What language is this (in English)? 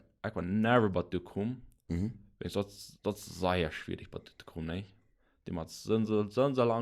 Plautdietsch